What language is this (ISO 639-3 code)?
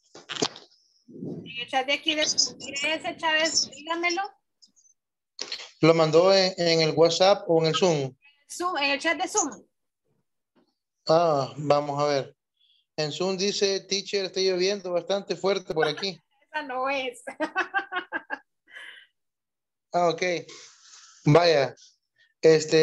spa